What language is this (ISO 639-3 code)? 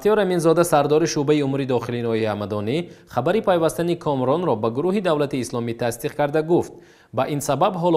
tgk